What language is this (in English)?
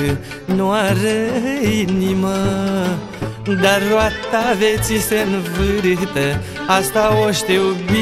Romanian